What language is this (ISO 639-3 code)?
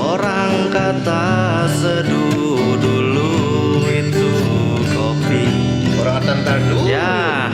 bew